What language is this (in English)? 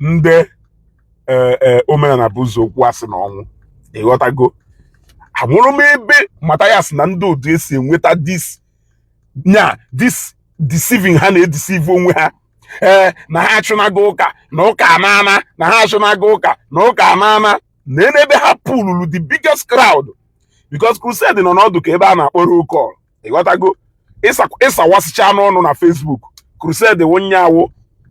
Igbo